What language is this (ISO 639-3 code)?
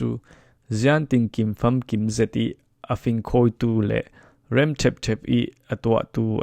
cfm